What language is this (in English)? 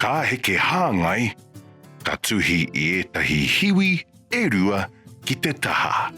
Māori